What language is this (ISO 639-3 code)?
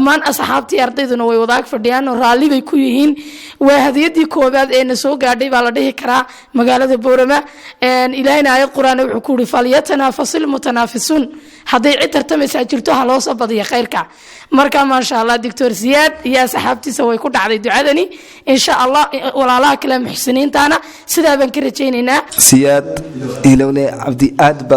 som